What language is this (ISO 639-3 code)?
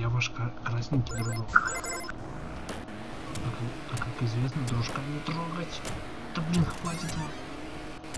rus